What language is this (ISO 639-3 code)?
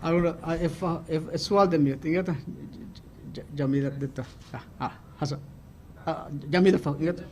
div